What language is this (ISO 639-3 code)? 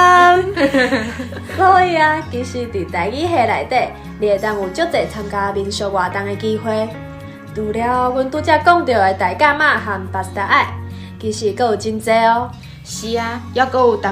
nan